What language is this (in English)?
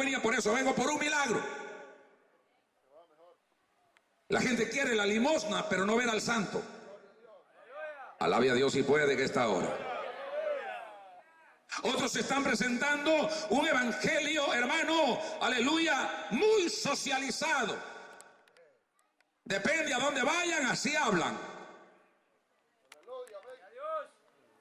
Spanish